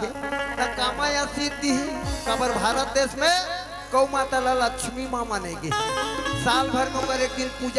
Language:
Chhattisgarhi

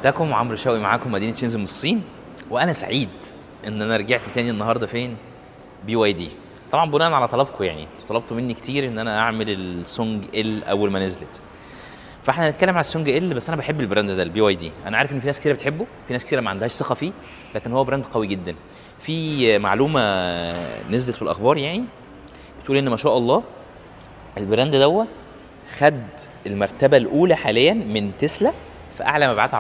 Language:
Egyptian Arabic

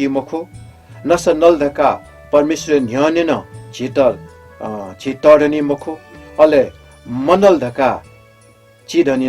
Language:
Newari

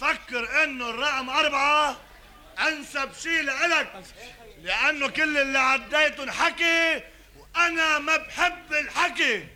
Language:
North Levantine Arabic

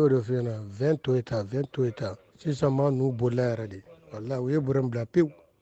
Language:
Bambara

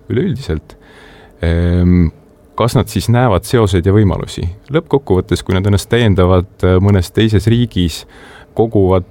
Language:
Estonian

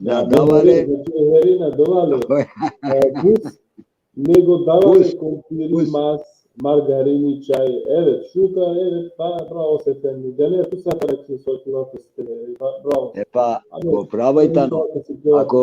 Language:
Balkan Romani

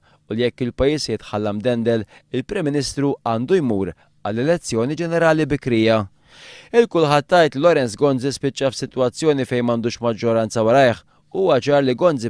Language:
Maltese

